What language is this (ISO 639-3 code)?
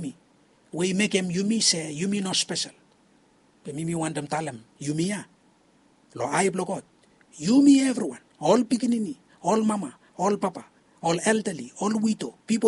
bis